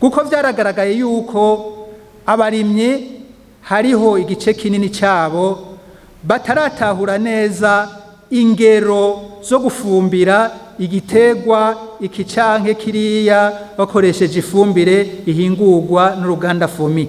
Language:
Rundi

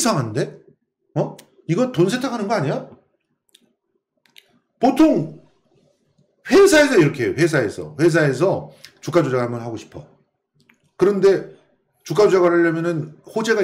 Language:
Korean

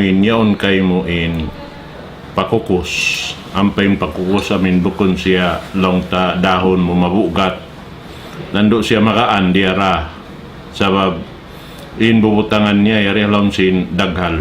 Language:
Tausug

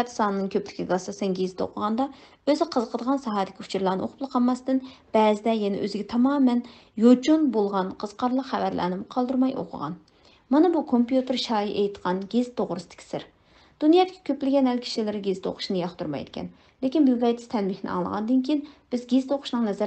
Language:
Uyghur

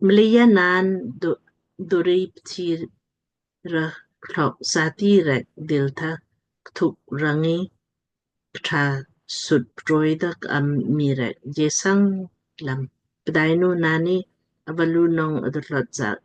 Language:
Lamkang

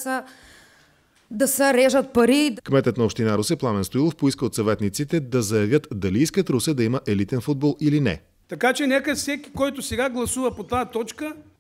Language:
Bulgarian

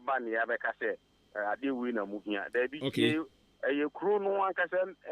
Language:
Akan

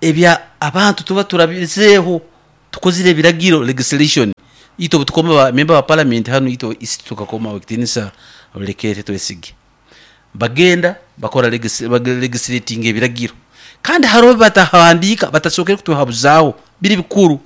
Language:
Nyoro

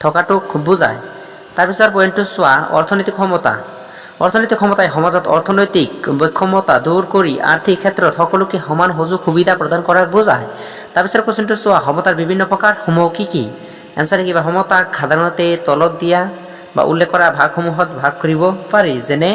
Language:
Assamese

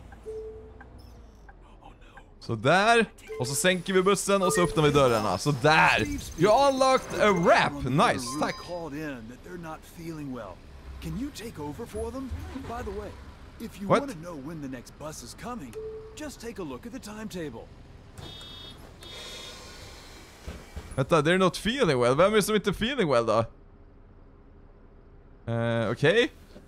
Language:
Swedish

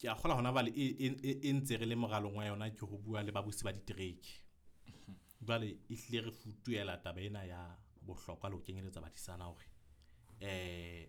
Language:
Southern Sotho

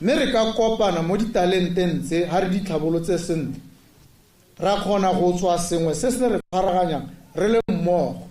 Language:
Tswana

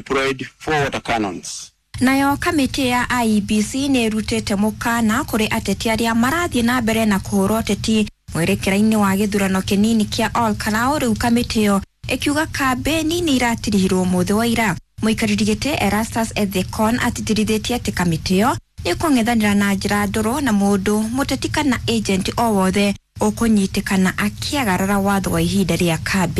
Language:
Kikuyu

